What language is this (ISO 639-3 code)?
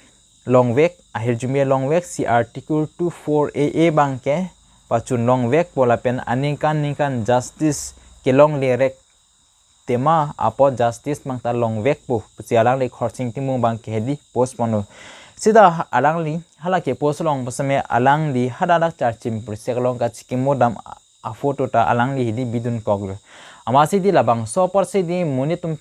mjw